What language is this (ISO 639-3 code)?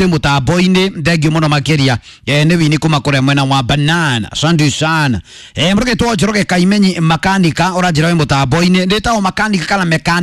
kik